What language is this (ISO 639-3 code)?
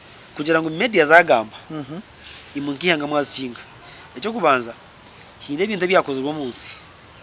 nyn